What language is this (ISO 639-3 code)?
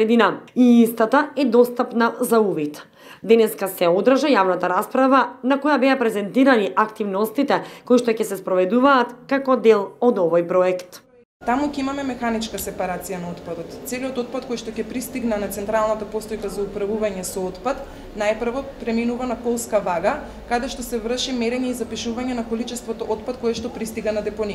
mkd